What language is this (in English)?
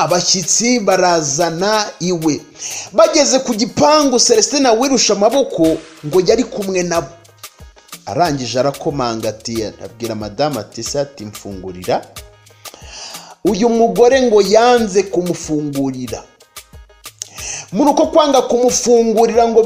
Kinyarwanda